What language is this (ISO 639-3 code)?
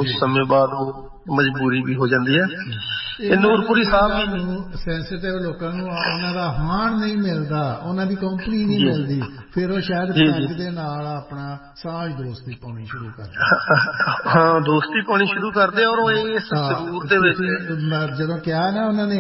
pan